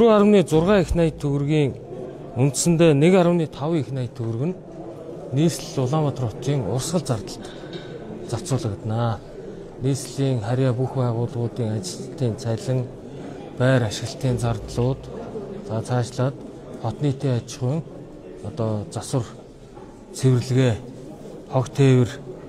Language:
Mongolian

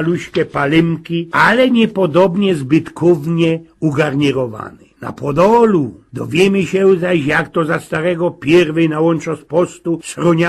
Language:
Silesian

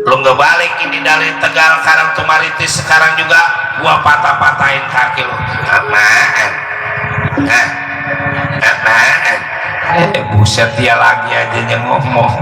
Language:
Betawi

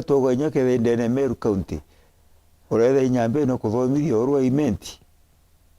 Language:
Meru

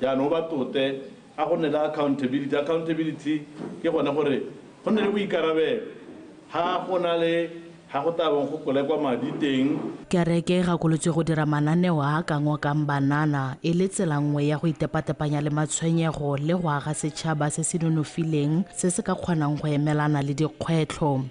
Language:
Tswana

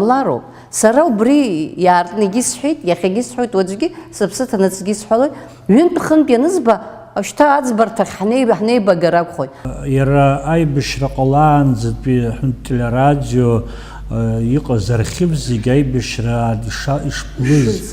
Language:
Abkhazian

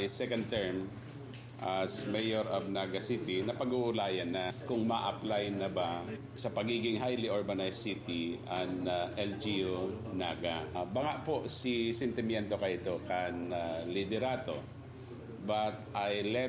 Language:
Bikol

